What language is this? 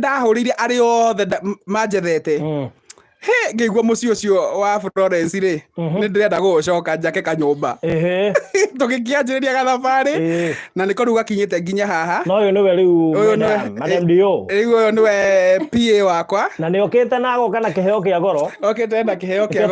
Kikuyu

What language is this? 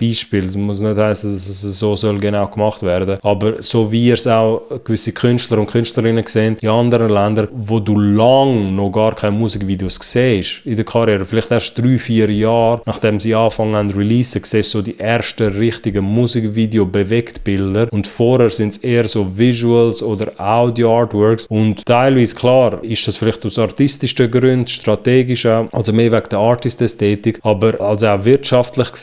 Swiss German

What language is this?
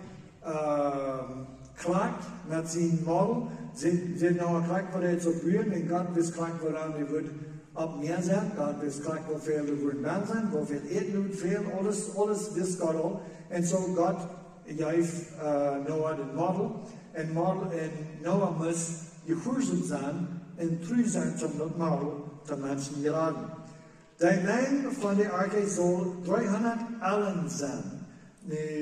Plautdietsch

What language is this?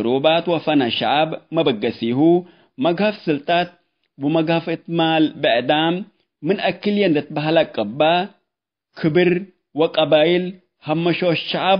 Tigre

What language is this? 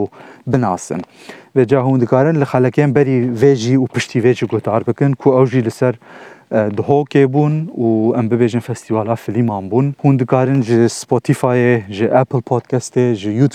Kurdish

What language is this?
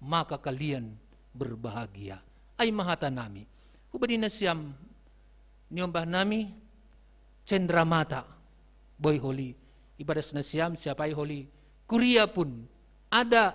Batak Simalungun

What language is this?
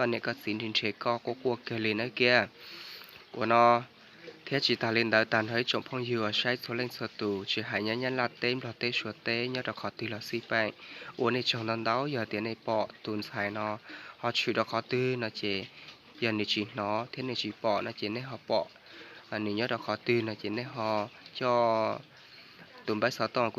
Hmong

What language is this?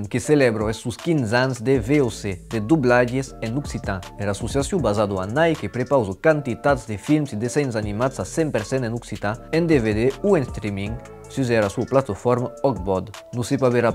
Occitan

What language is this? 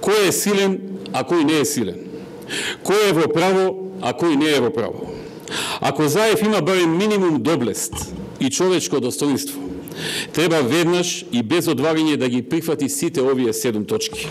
Macedonian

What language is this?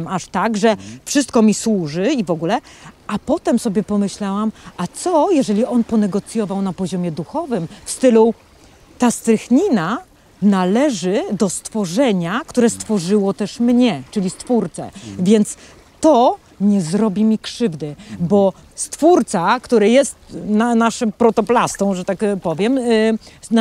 Polish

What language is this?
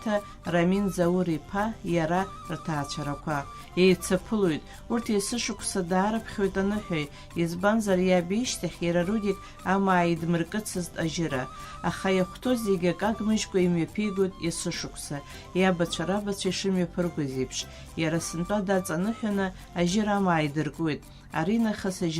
Abkhazian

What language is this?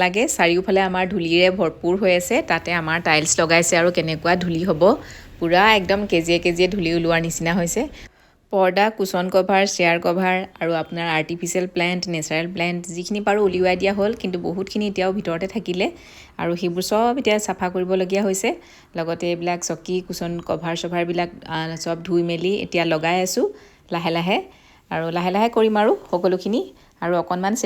Assamese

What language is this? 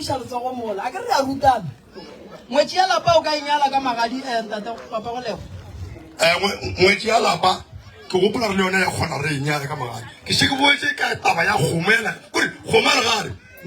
Northern Sotho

